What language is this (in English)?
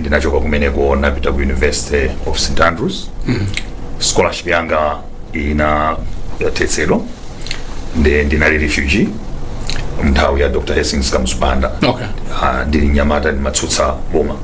Nyanja